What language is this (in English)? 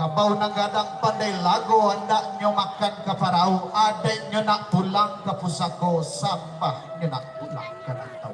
Minangkabau